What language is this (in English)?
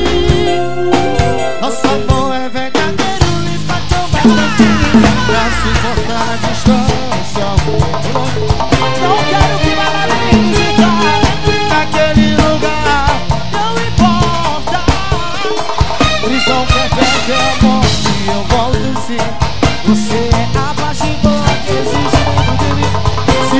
Portuguese